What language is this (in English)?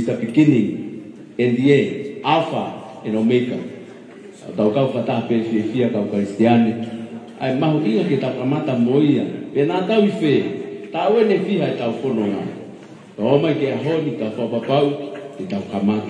Tongan